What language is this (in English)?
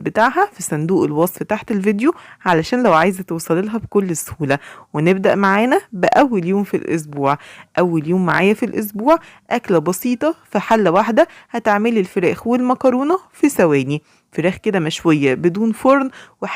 Egyptian Arabic